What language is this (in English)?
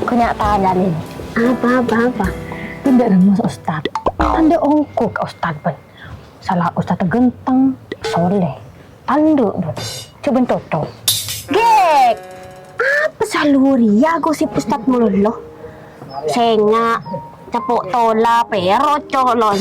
Madurese